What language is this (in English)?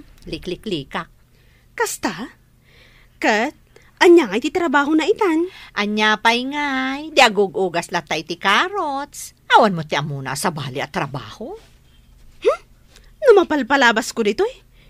Iloko